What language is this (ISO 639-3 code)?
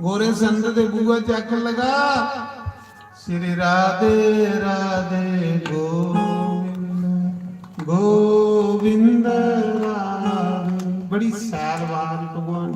doi